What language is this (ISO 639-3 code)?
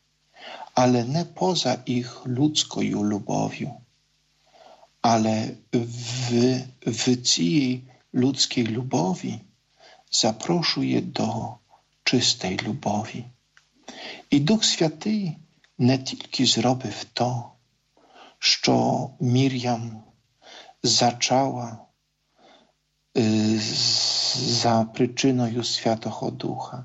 ukr